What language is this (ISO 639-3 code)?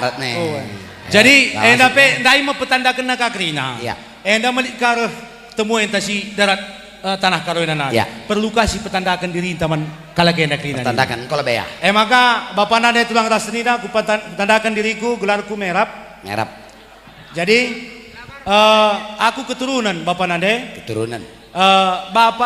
btx